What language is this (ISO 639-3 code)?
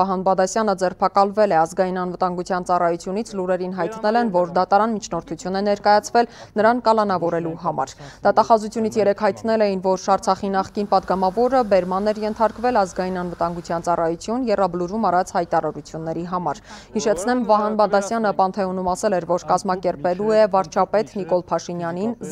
hye